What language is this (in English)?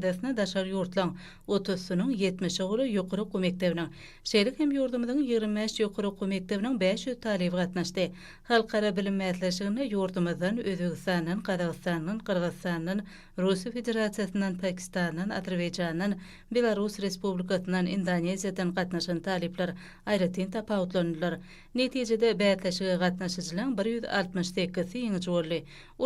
Turkmen